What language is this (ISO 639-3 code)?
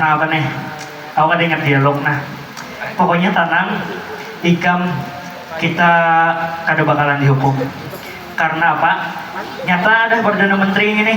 bjn